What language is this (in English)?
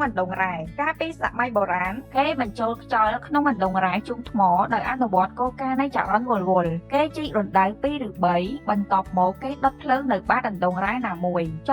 Khmer